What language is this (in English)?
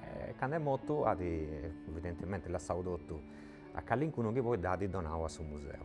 Sardinian